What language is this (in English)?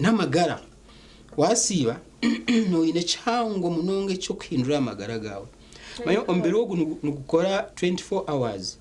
Nyankole